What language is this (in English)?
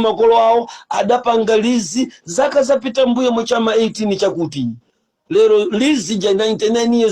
Nyanja